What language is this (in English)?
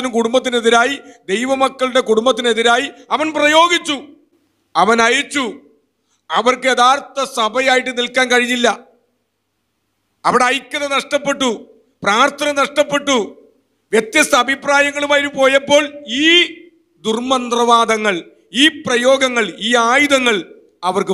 Malayalam